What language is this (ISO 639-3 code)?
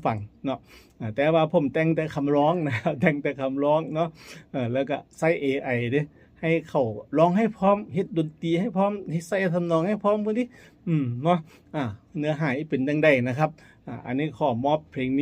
tts